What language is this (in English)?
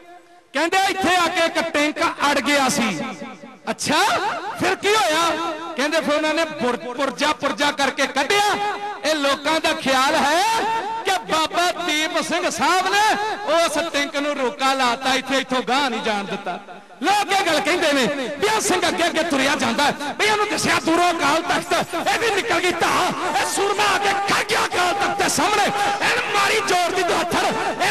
Punjabi